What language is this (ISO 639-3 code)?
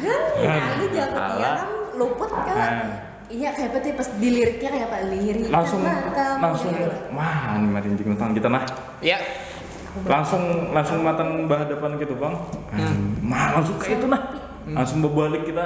bjn